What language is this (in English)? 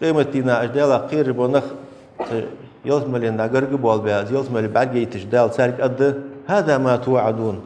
Ingush